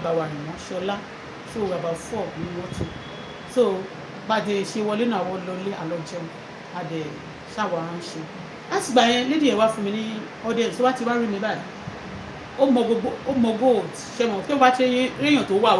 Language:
Yoruba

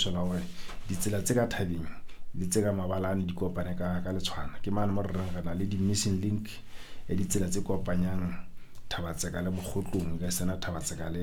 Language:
Southern Sotho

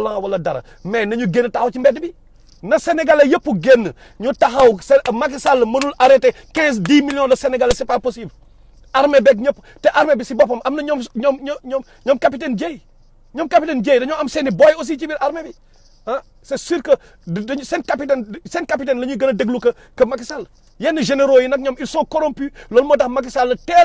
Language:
Wolof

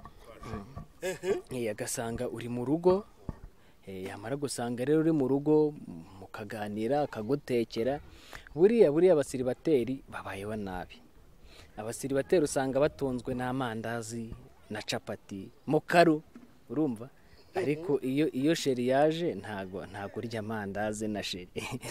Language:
Kinyarwanda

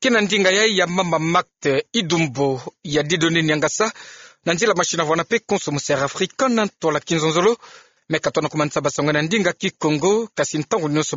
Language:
Kituba (Democratic Republic of Congo)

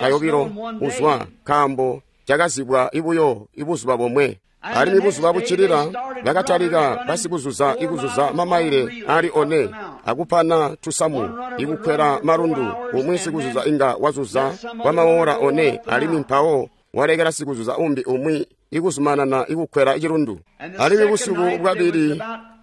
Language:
Tonga (Zambia)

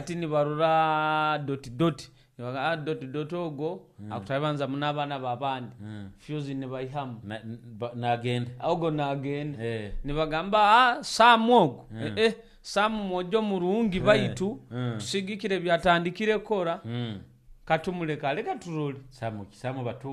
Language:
Nyoro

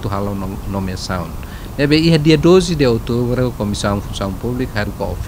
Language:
Tetum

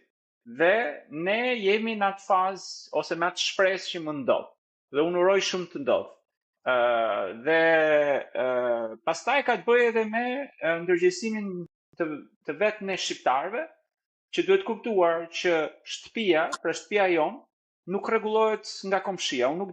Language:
Albanian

